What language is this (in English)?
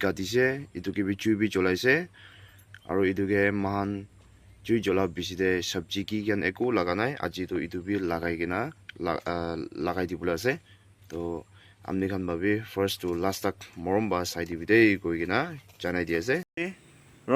Naga Pidgin